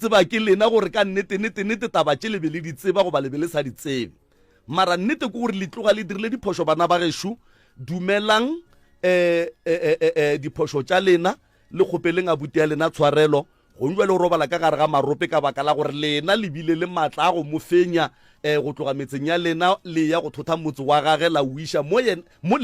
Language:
Northern Sotho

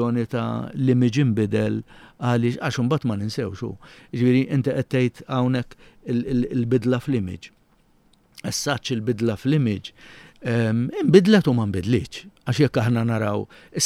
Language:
Maltese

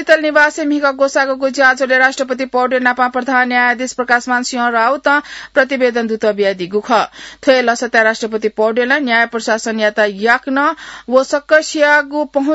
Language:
Newari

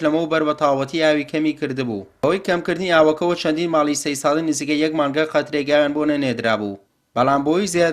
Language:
Central Kurdish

